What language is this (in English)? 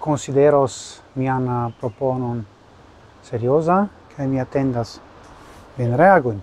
Esperanto